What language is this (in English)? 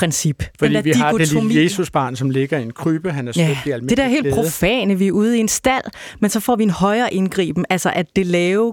Danish